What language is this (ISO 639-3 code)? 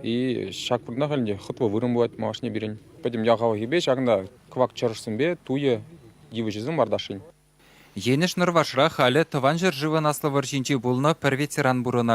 chv